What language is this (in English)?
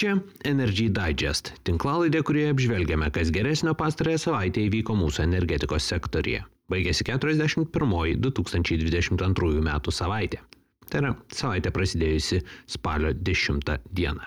Lithuanian